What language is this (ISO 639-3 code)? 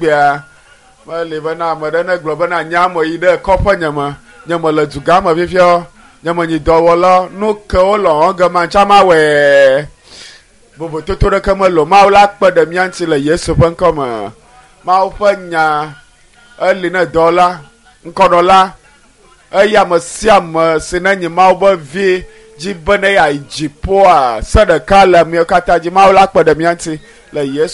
ewe